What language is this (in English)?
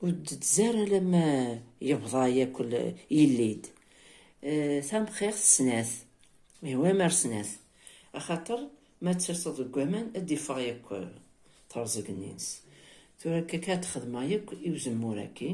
Kabyle